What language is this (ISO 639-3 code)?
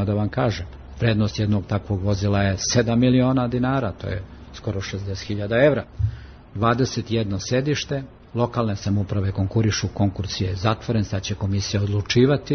srp